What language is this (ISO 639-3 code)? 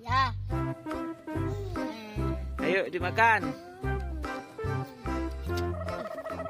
ind